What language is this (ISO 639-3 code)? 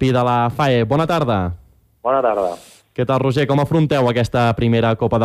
cat